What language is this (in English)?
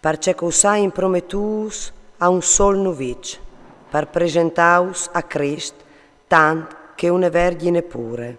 Friulian